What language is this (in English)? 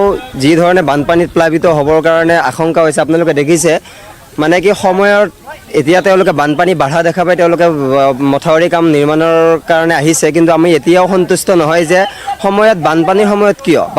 Assamese